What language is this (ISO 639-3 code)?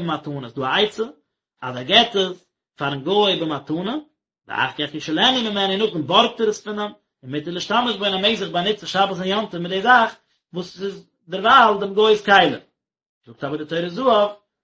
yid